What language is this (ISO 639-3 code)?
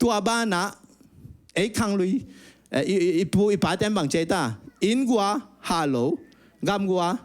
ctd